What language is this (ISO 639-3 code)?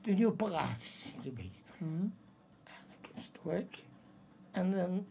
lim